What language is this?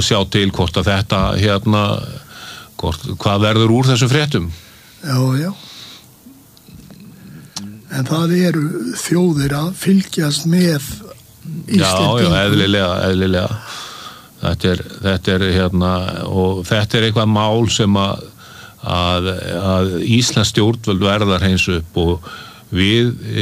Icelandic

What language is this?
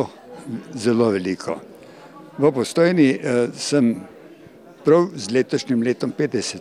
Slovenian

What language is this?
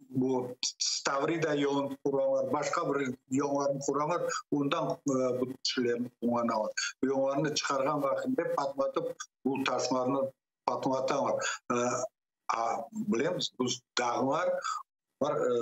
Crimean Tatar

